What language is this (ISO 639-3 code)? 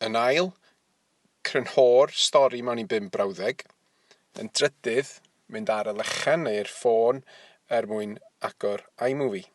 cym